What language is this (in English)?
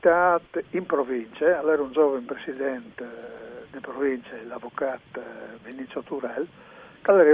Friulian